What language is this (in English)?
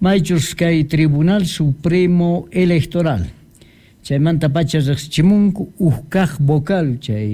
Quechua